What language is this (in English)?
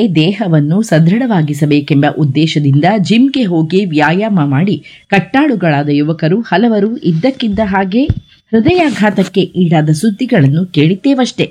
Kannada